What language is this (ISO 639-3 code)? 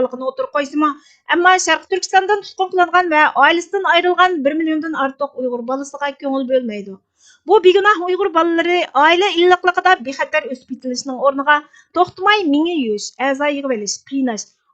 uig